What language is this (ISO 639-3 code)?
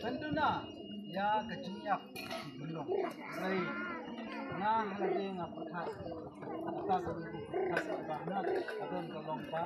kha